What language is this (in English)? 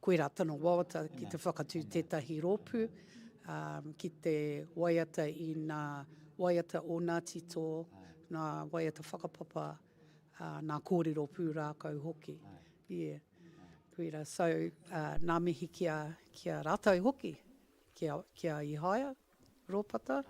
Māori